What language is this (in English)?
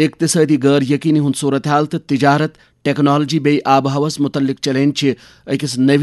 Kashmiri